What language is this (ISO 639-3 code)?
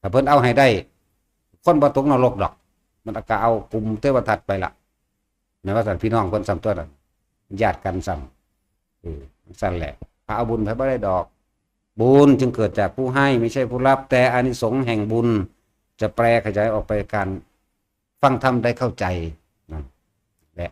tts